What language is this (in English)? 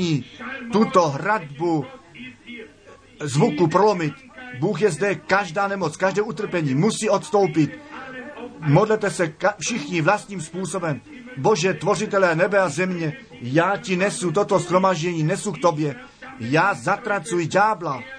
Czech